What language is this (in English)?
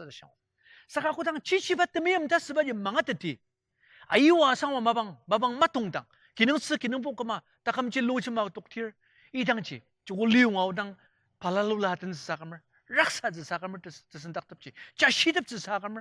Ao Naga